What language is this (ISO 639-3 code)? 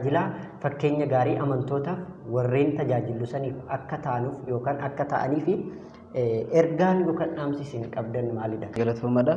orm